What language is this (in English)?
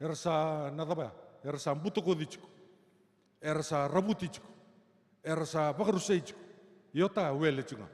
Fijian